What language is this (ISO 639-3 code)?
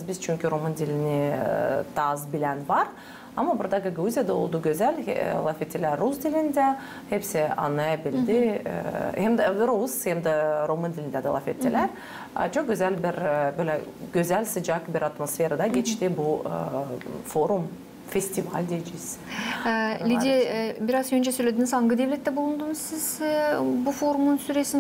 gag